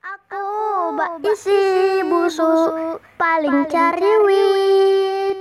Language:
Banjar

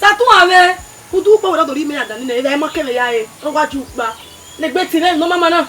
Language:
Bini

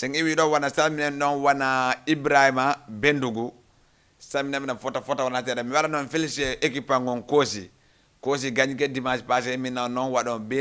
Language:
Fula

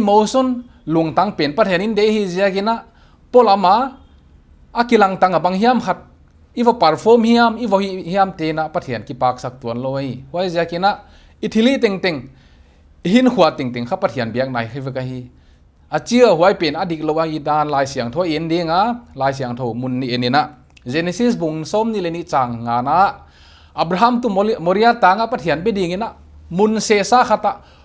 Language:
Paite Chin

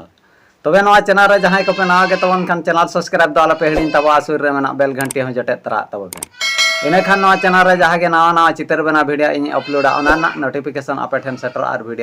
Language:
Santali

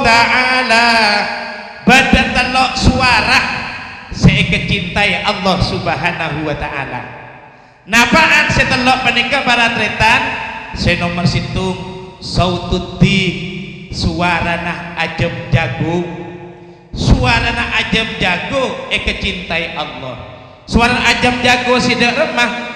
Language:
Madurese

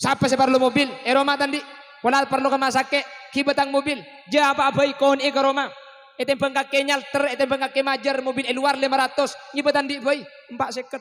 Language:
Madurese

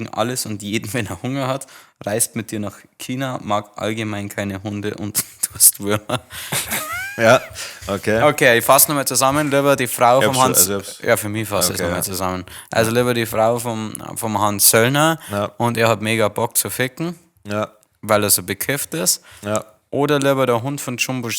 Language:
Bavarian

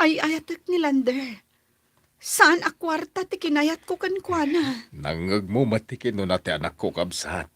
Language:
Iloko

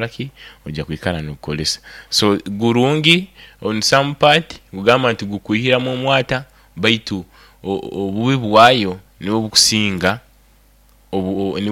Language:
Nyoro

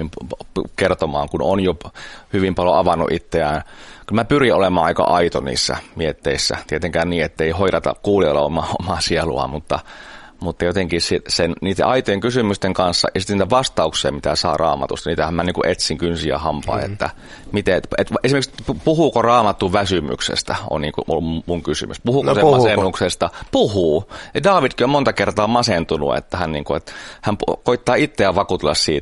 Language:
Finnish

